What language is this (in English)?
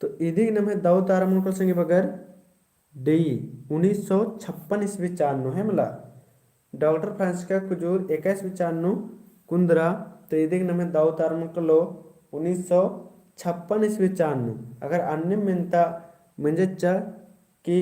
Kurukh